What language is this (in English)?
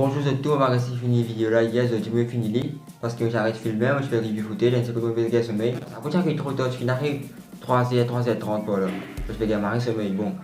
Morisyen